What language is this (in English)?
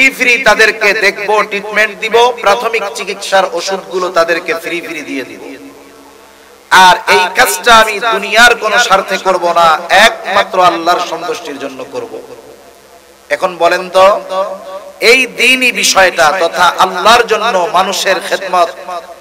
Bangla